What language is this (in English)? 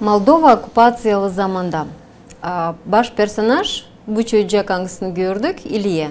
Gagauz